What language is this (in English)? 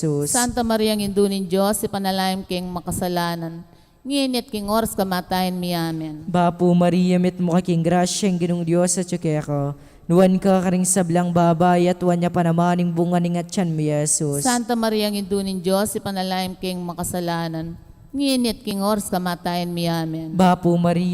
Pampanga